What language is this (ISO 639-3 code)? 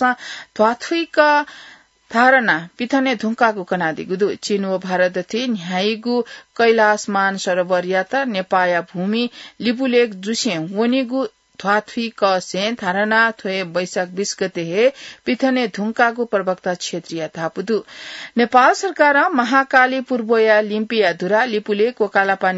new